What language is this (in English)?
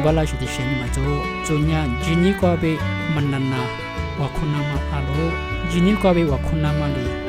Lisu